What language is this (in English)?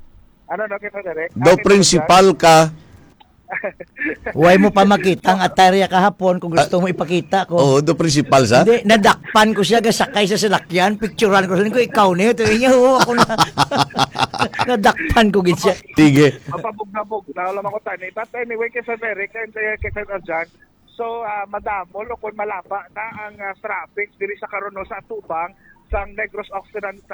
Hiligaynon